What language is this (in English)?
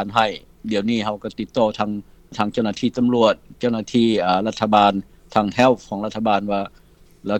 Lao